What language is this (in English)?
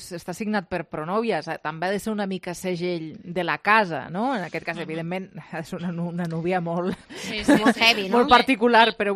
Catalan